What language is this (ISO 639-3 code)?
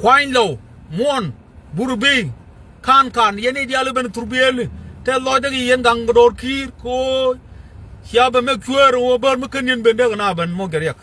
nus